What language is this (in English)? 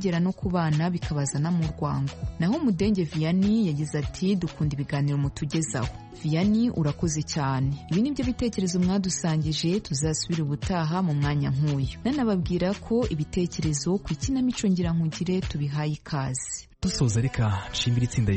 Kinyarwanda